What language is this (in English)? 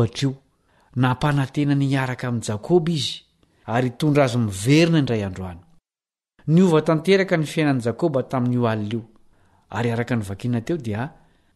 Malagasy